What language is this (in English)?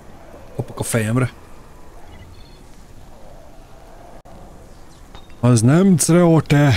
Hungarian